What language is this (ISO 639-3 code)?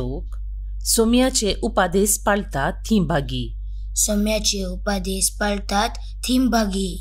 kok